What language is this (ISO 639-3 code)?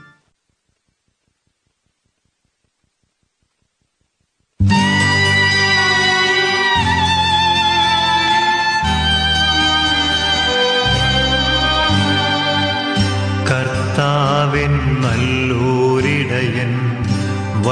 mal